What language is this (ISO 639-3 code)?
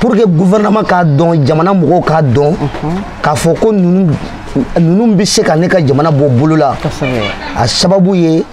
bam